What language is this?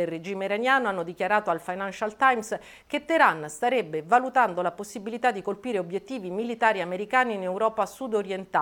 Italian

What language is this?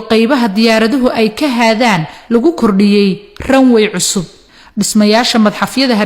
Somali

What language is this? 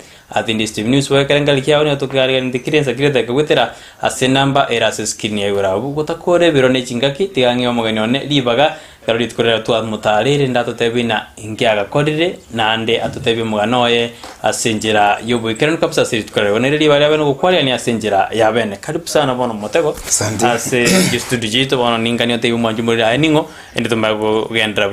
Gusii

